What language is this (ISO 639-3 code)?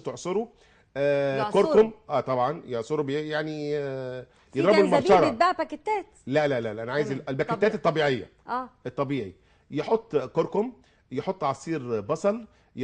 arz